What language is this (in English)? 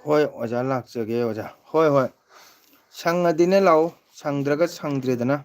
Manipuri